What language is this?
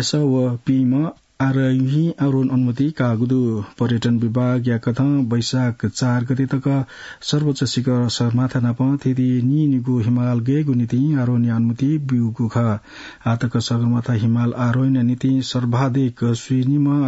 Newari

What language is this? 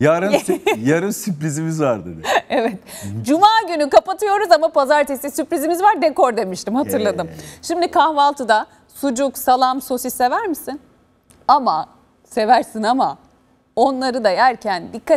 Turkish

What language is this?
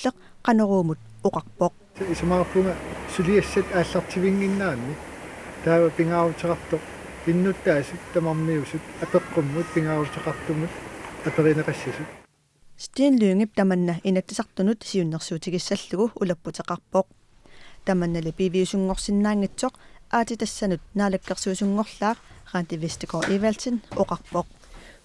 Kalaallisut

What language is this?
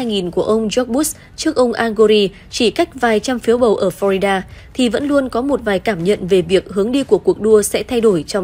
Vietnamese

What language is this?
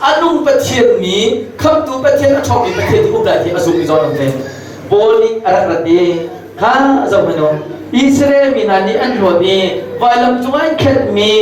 Hakha Chin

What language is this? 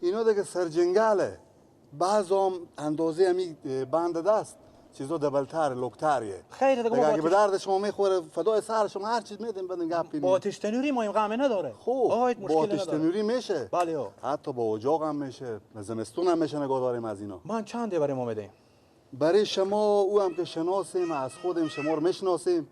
Persian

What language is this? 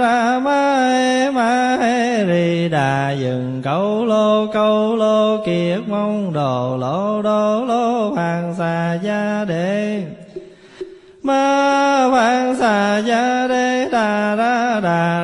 Vietnamese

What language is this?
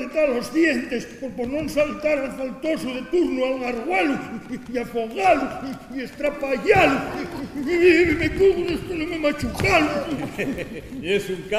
Asturian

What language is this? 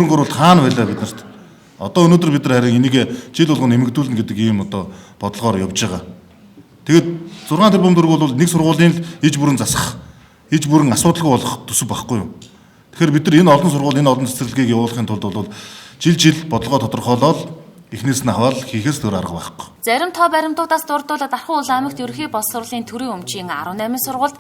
Mongolian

